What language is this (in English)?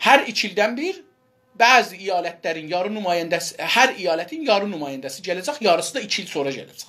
South Azerbaijani